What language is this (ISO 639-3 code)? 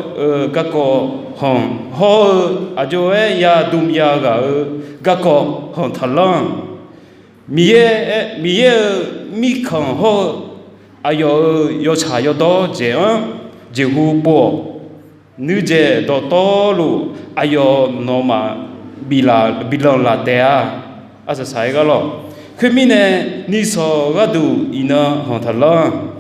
ahk